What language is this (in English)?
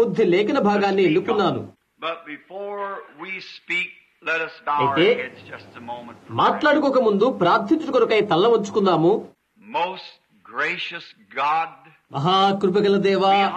Telugu